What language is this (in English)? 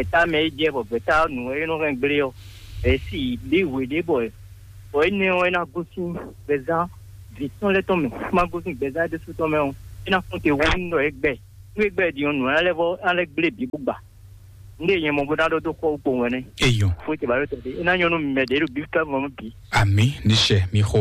Fon